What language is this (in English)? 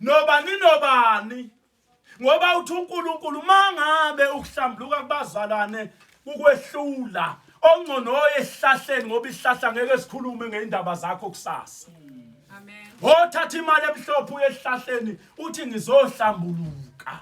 Zulu